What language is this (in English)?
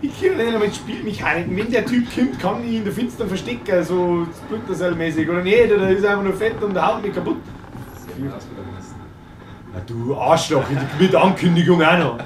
Bavarian